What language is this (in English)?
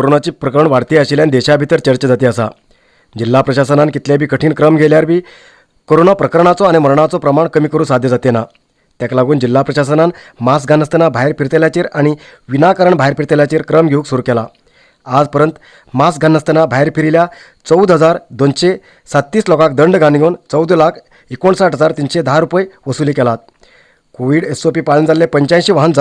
Konkani